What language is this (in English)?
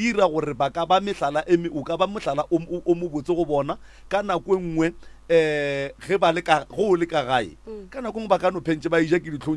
Northern Sotho